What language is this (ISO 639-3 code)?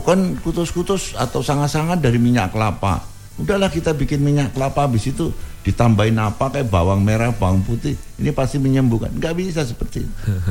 ind